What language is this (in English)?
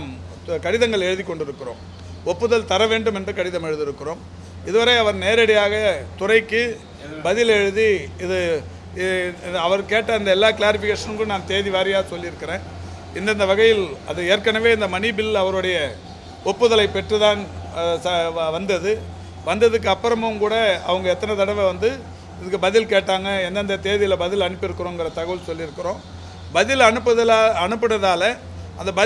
Tamil